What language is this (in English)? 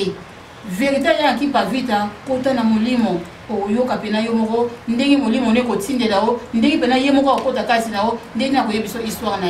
Lingala